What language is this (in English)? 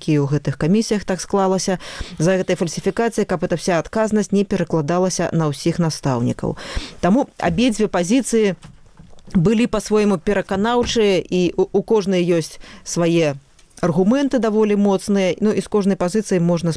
Belarusian